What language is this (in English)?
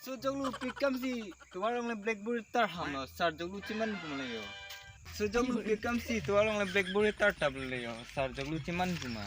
Karbi